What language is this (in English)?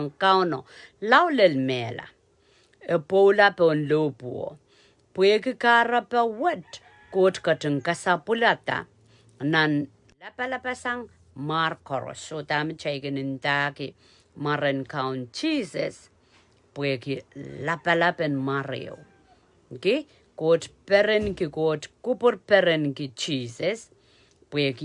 Pohnpeian